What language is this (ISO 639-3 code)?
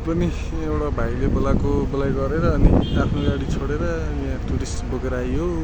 nep